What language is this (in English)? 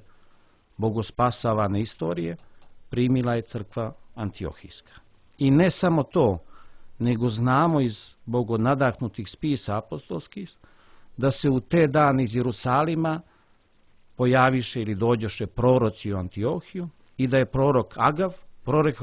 Serbian